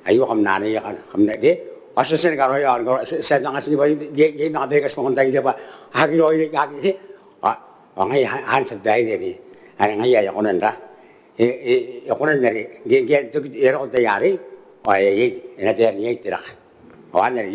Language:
Gilbertese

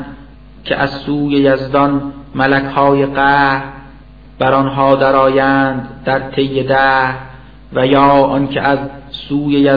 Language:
Persian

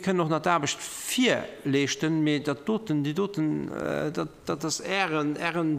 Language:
Luxembourgish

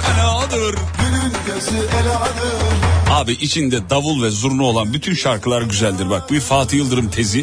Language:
Turkish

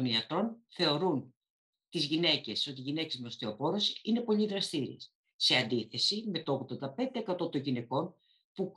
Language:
Greek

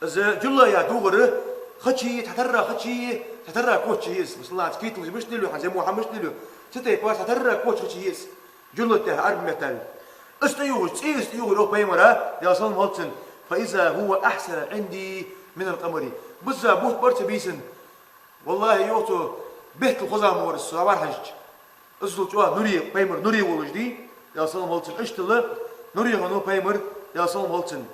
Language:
Ingush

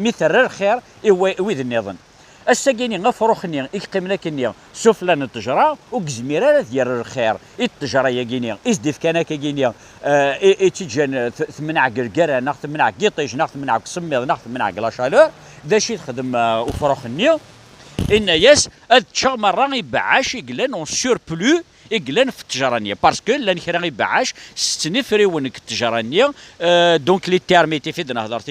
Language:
Kabyle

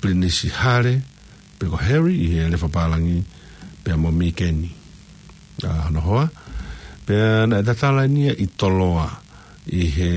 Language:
Tongan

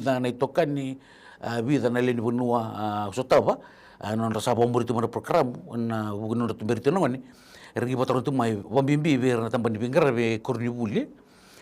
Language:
Fijian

